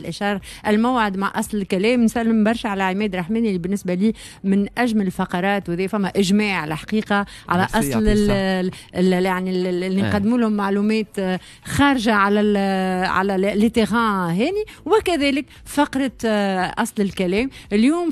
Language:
Tunisian Arabic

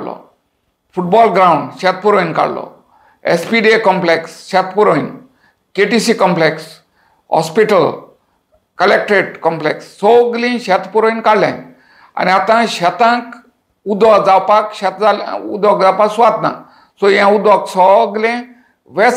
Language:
Konkani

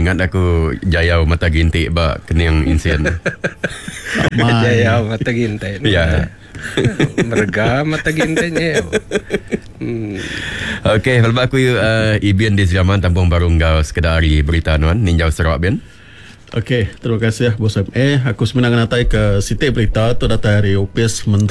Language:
Iban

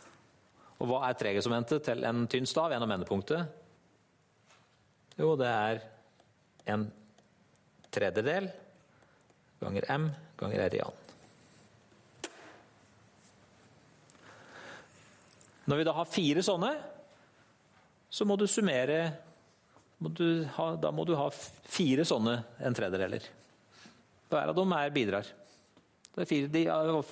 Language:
Norwegian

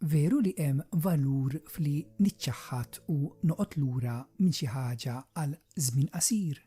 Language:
Maltese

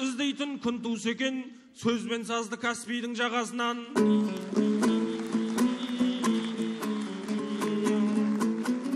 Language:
Kazakh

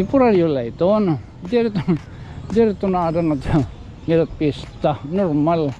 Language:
Waray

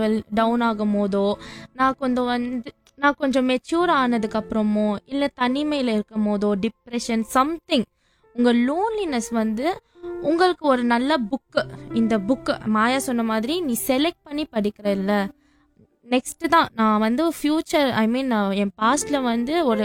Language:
Tamil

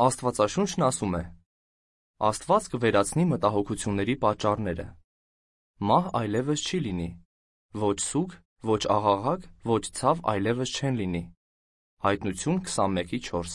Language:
Armenian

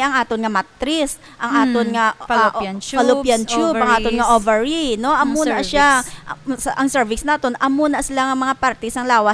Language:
Hiligaynon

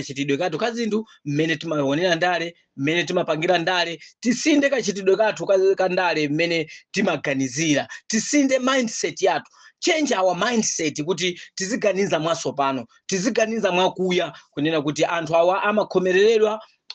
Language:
Nyanja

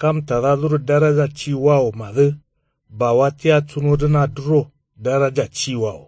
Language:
Kanuri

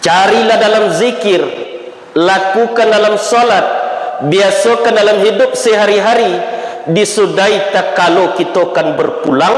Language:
Minangkabau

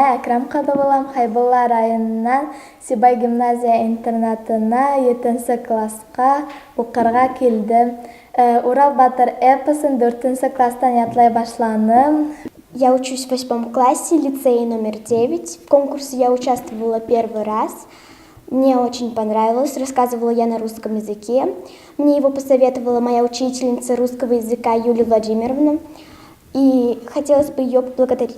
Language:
Bashkir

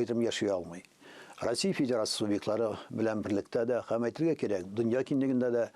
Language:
Tatar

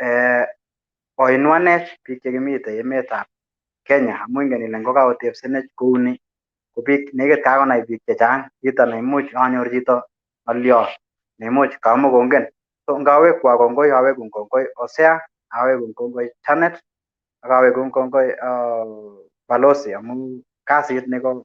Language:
Kalenjin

